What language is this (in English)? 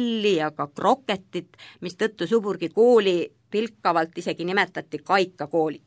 Estonian